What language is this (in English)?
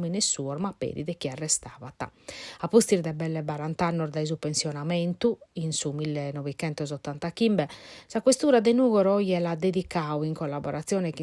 Sardinian